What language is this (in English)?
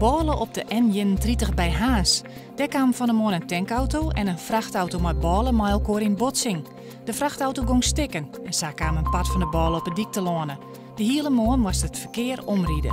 Western Frisian